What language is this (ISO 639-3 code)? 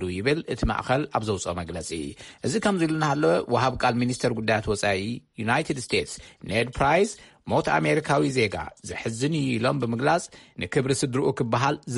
tir